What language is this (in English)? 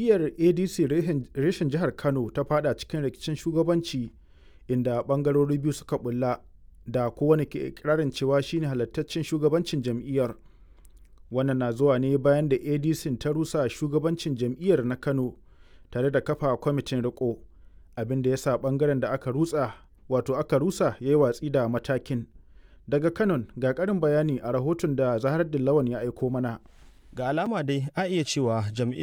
Hausa